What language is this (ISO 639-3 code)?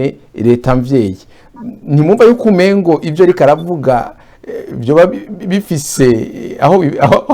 run